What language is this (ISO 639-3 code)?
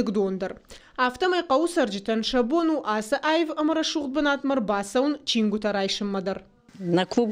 oss